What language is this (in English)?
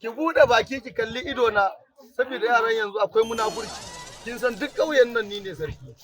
Hausa